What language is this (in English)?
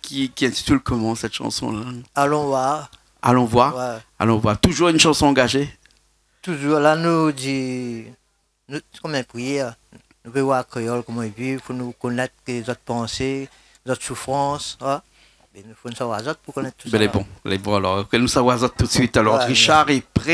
Réunion Creole French